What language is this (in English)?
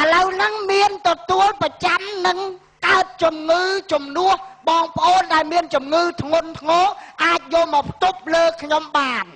Khmer